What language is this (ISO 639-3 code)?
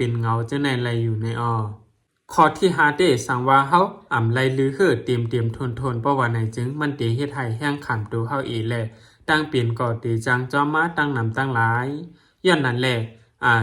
shn